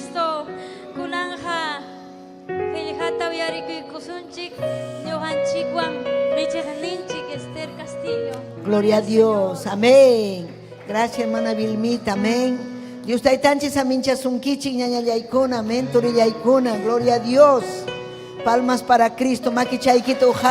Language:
Ayacucho Quechua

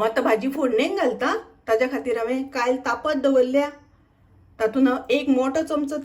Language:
Konkani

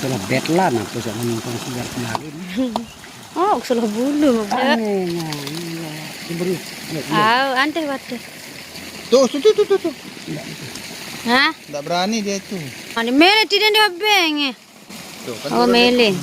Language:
Sasak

